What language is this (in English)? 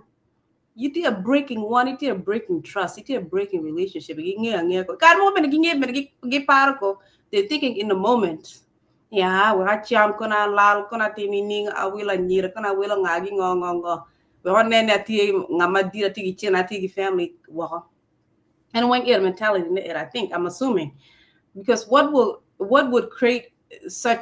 Acoli